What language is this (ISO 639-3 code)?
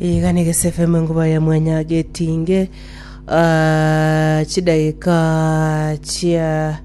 guz